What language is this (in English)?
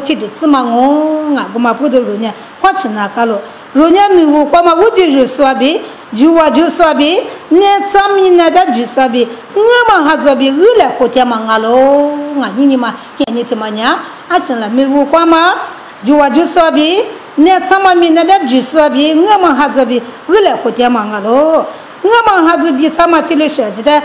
Lisu